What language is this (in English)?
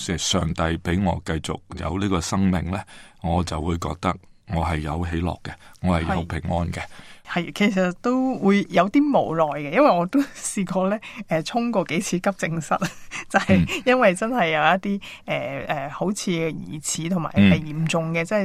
Cantonese